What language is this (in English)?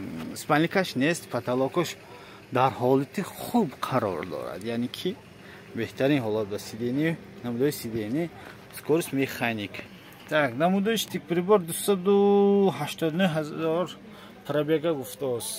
Tajik